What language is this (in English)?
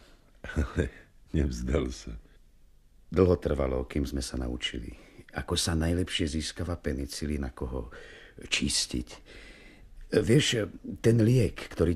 Slovak